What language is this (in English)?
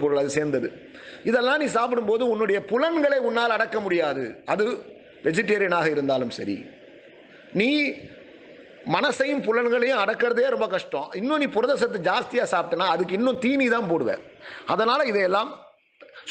Tamil